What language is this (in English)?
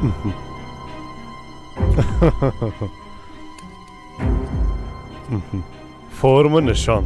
Persian